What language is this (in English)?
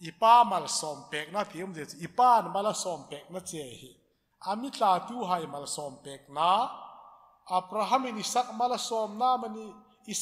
Hmar